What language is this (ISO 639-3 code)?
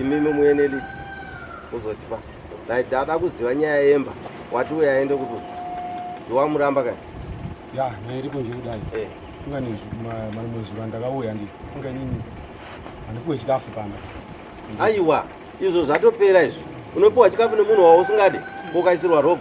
sna